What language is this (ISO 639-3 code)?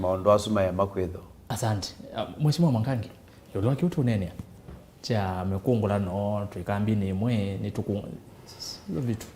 kam